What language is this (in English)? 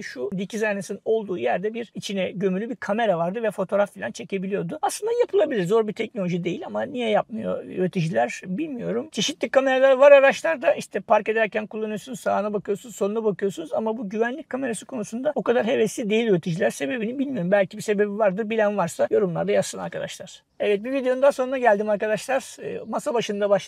Turkish